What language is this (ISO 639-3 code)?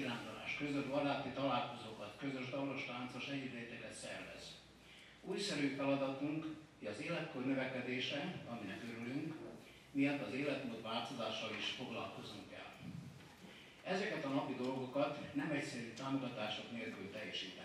hun